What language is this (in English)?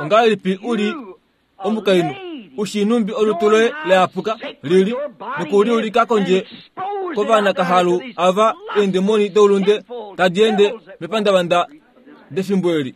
Kuanyama